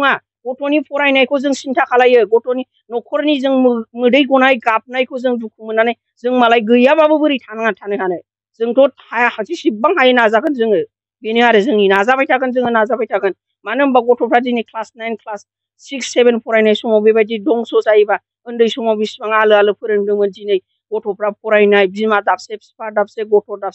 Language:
Bodo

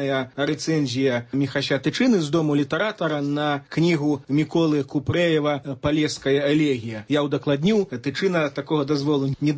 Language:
Belarusian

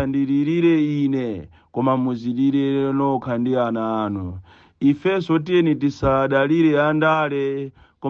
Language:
Nyanja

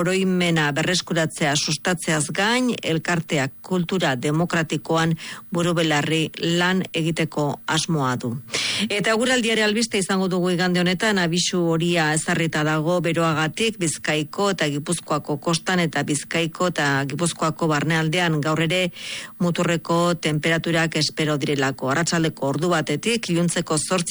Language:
Basque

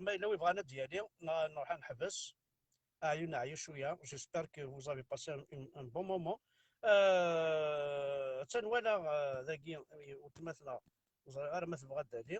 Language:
Kabyle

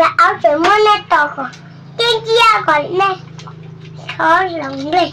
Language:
Hmong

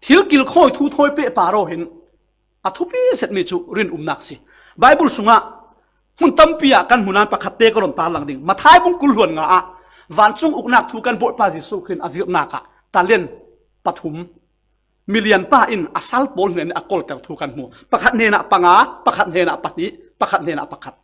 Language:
Falam Chin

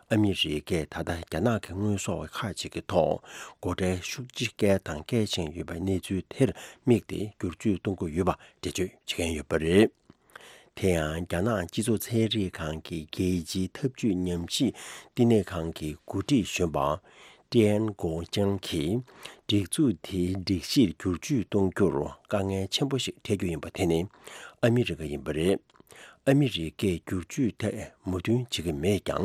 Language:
Tibetan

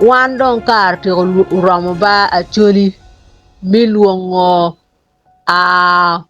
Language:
Acoli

